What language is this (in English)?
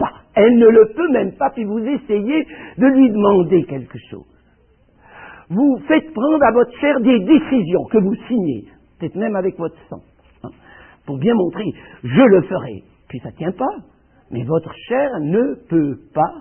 French